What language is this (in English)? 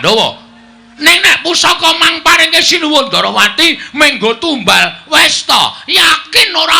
Javanese